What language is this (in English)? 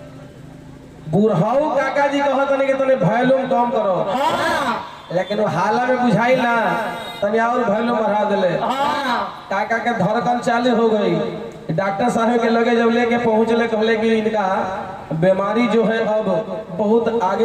Bhojpuri